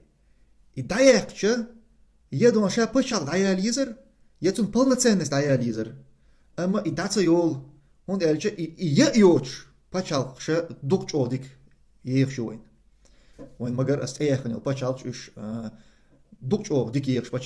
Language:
Chechen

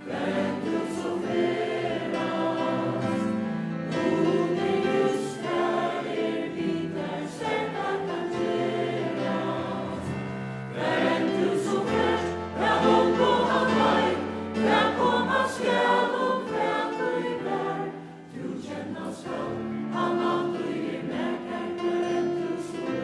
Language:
Faroese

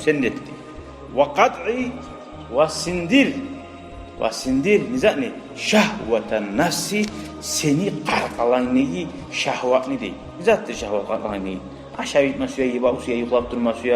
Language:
Kumyk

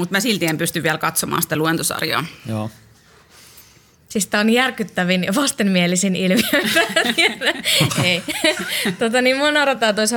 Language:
Finnish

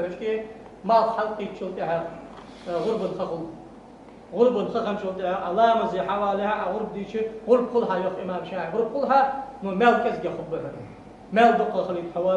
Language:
Ingush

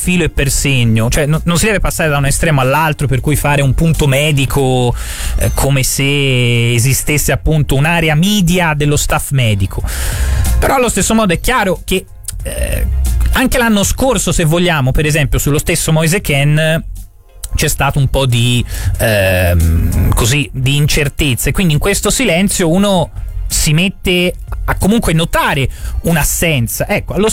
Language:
Italian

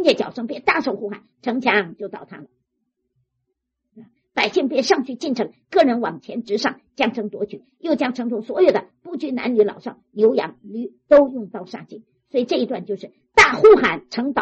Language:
Chinese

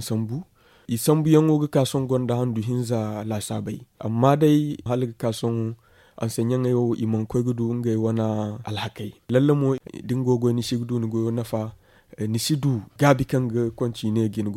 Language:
Zarma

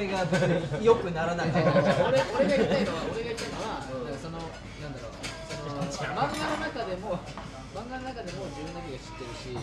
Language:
Japanese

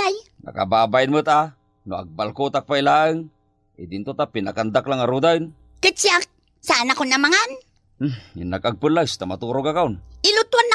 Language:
Iloko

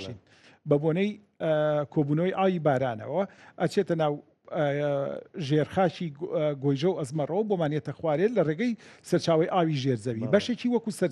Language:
Central Kurdish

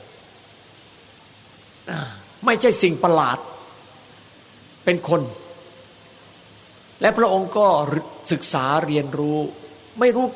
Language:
Thai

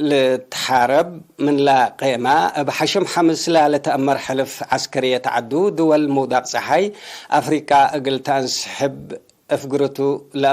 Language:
Tigre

